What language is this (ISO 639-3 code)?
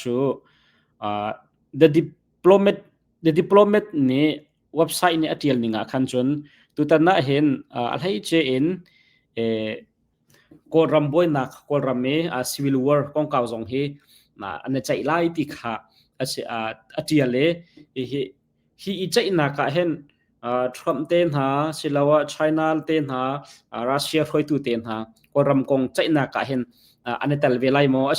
cnh